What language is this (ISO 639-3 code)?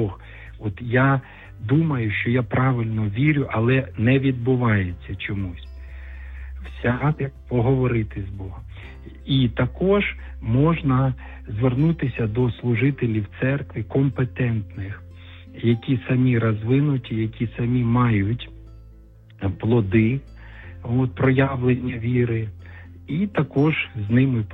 ukr